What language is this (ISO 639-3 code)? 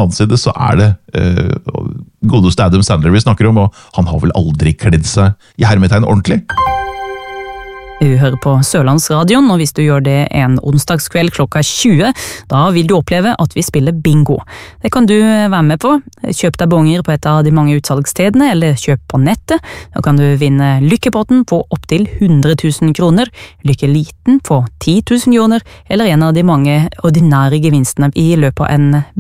nor